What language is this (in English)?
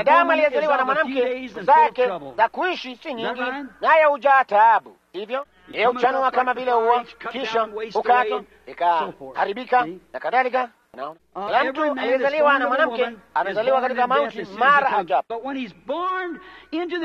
Swahili